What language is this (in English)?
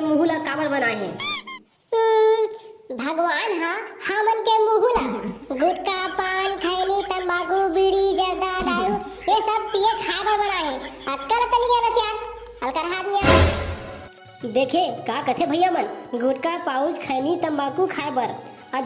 Chhattisgarhi